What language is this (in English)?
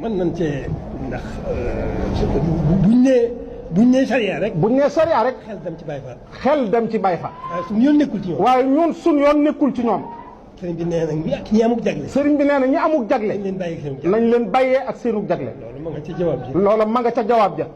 Wolof